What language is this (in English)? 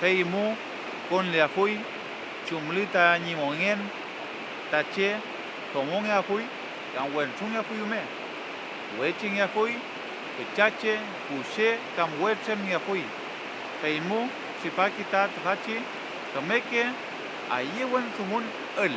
Mapuche